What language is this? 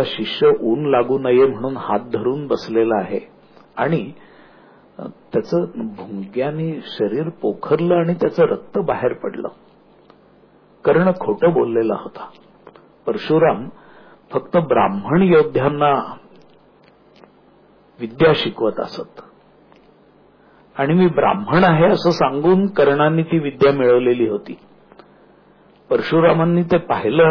Marathi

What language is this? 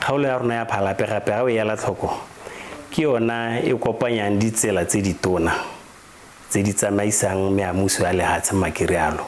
Tswana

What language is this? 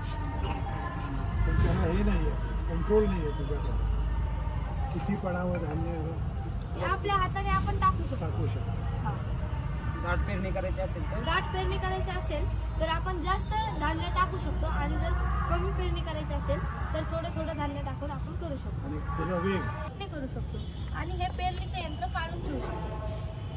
Marathi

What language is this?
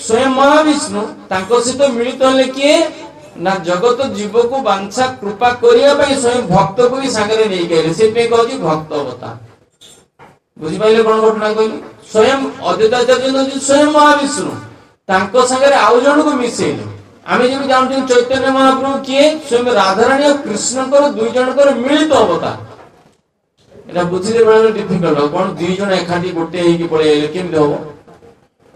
Odia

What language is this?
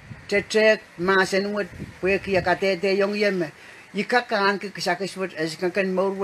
Pohnpeian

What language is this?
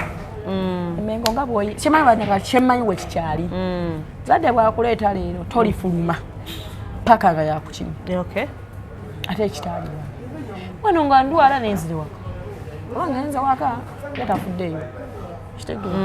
Ganda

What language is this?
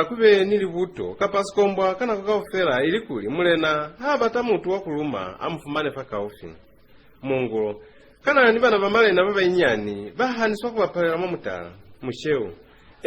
Lozi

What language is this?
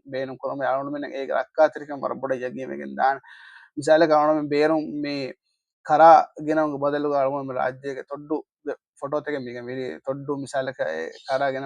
Divehi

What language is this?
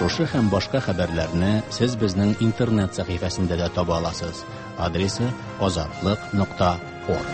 Tatar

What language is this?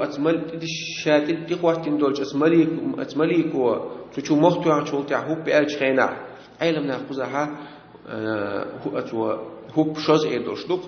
Chechen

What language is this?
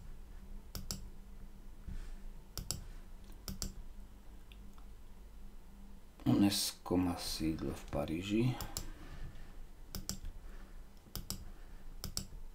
Slovak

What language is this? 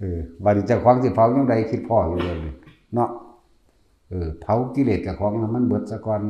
Northeastern Thai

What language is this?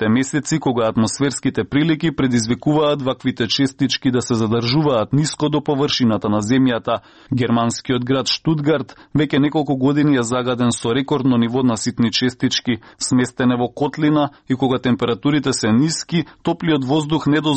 Macedonian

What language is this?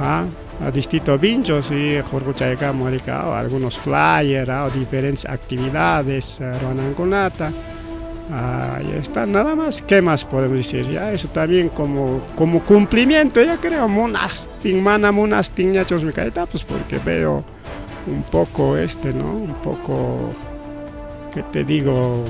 Ayacucho Quechua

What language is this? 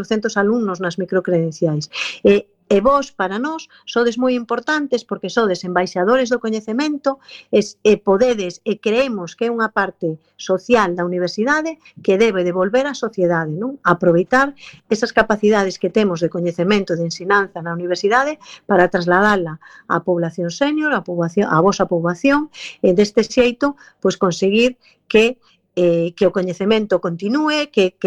Galician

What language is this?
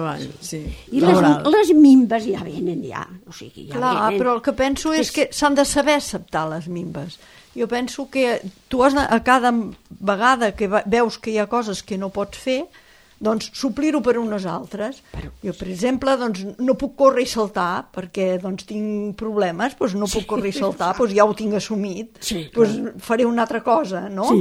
Catalan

